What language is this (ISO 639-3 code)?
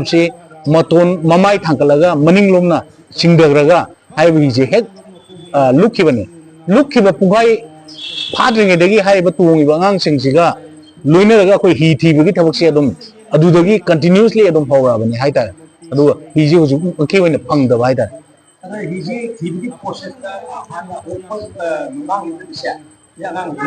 mni